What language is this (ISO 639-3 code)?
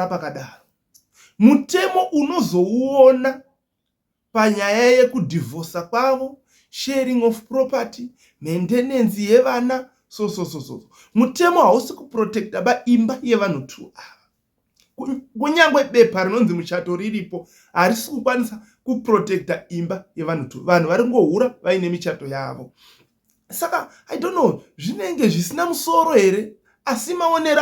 sna